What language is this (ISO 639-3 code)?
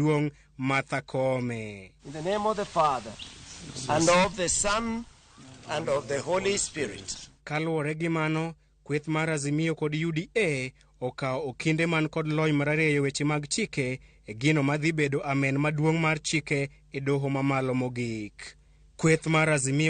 luo